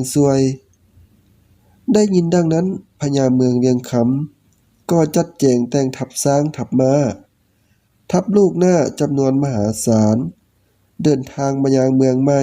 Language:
Lao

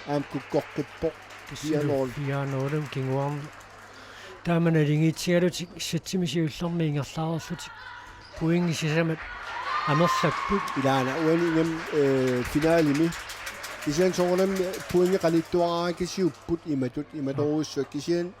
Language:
Kalaallisut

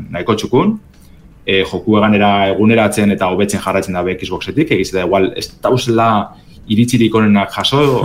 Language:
Basque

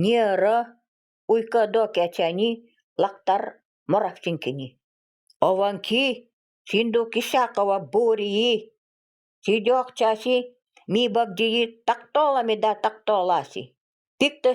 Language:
Nanai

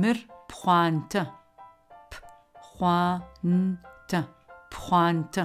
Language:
Adyghe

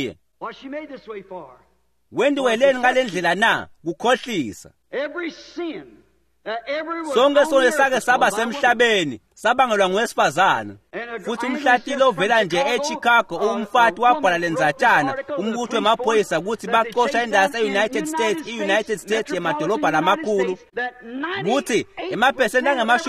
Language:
Swati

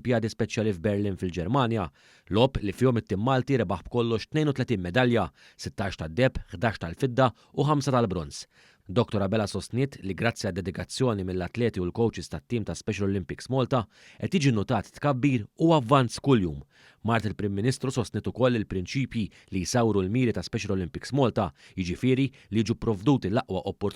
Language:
Maltese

